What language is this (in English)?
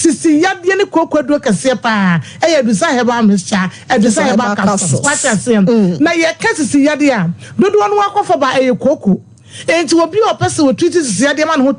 Akan